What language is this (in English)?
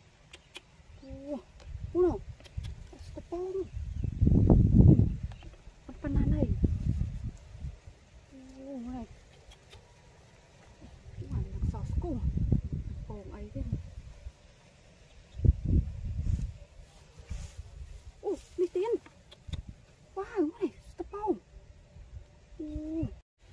Vietnamese